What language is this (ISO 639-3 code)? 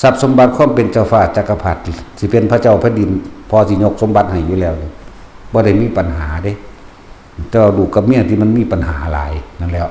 tts